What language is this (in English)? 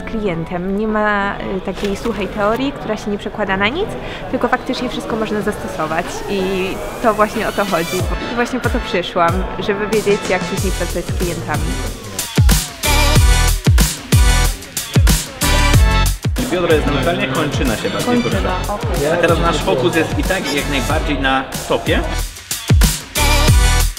Polish